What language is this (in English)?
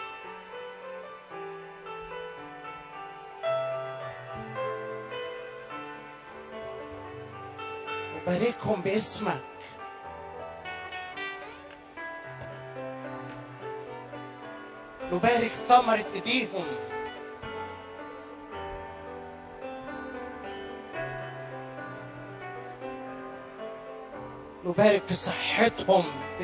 Egyptian Arabic